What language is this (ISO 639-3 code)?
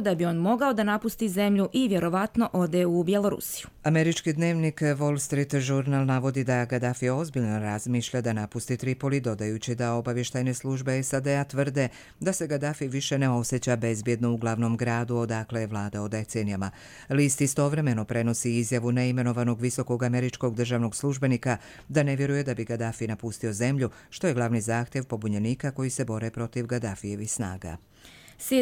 hrv